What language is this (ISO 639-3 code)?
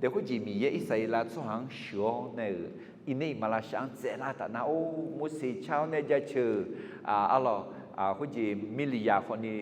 ahk